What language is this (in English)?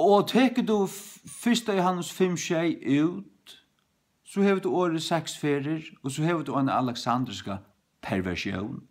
Faroese